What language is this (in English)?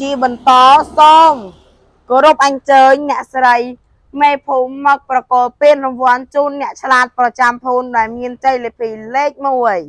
Khmer